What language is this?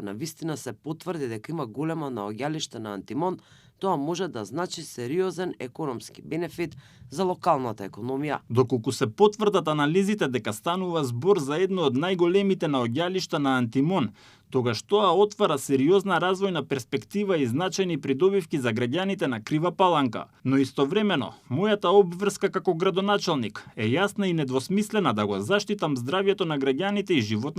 Macedonian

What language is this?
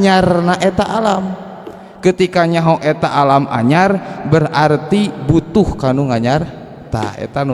Sundanese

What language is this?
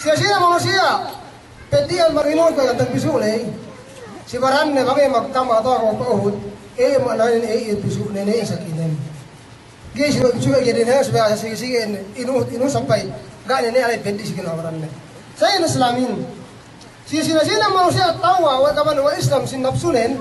Yakan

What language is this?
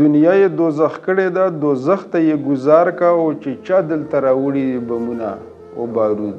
Pashto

